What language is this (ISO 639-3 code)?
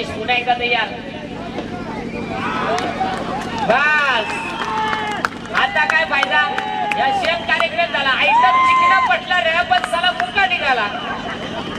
mar